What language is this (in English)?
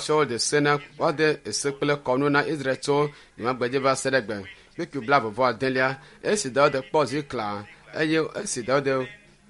Ewe